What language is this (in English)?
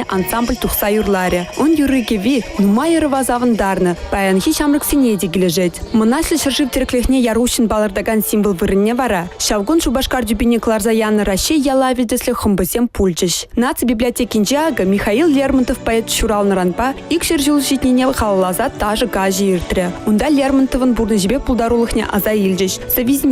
Chuvash